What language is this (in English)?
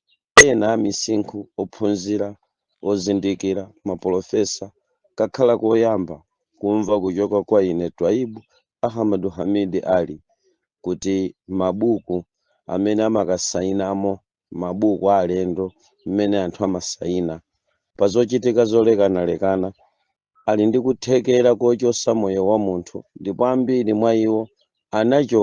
Nyanja